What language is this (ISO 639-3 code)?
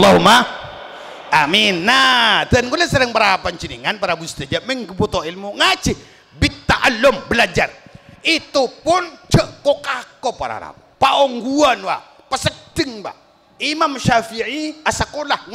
mad